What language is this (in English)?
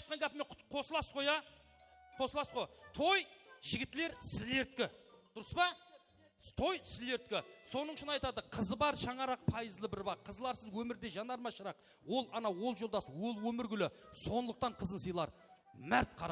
Kara-Kalpak